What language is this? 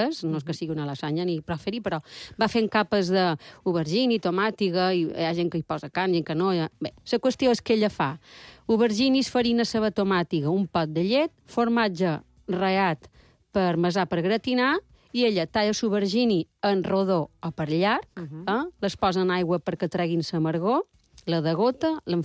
Catalan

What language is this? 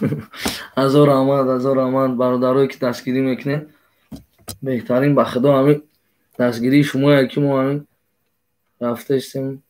Tajik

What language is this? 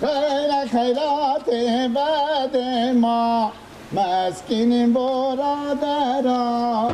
Persian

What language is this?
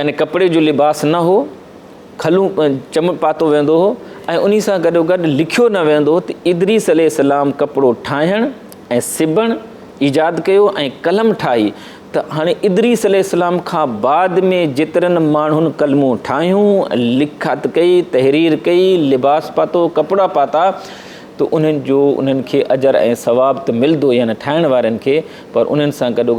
Sindhi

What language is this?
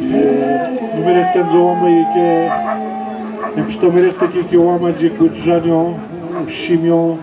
Atikamekw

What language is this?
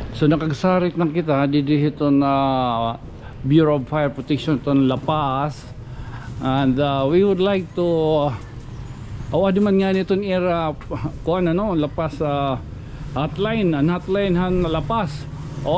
Waray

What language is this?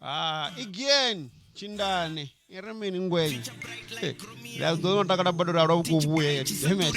Venda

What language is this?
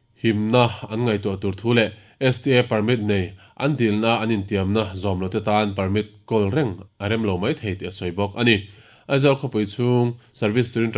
Mizo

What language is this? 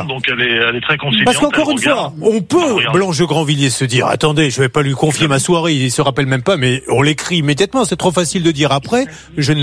French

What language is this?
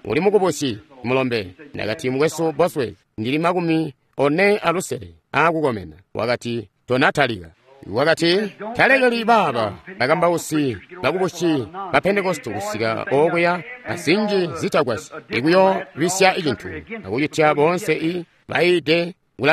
Tonga (Zambia)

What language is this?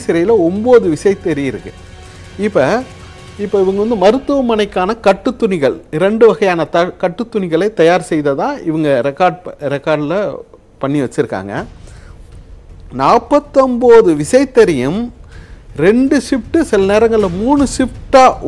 Tamil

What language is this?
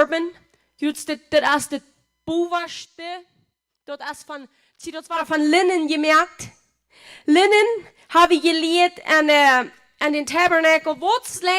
Plautdietsch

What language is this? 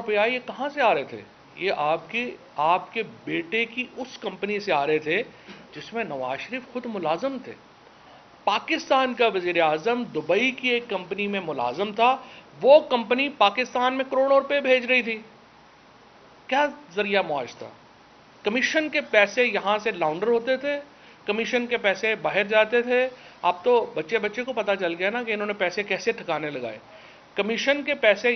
Urdu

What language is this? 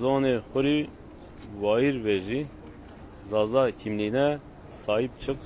Zaza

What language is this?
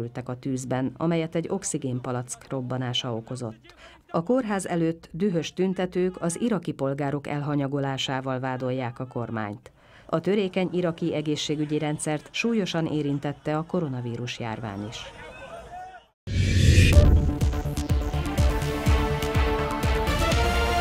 Hungarian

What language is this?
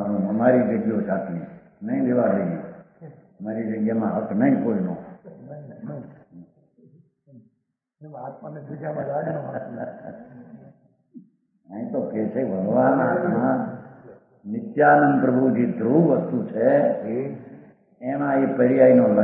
Gujarati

